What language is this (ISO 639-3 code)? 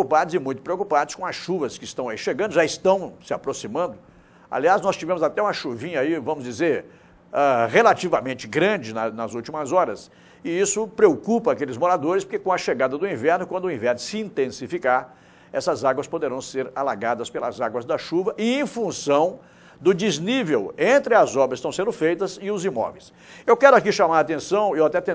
por